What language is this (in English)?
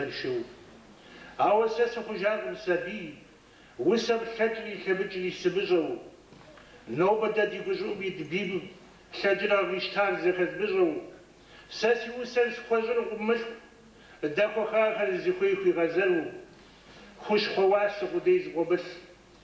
Kabardian